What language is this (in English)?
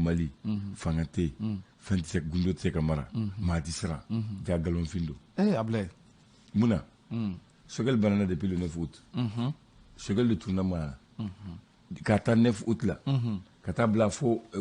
Bambara